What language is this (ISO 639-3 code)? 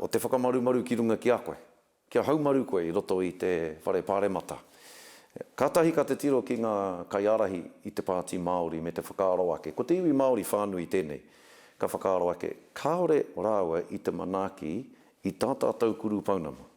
mri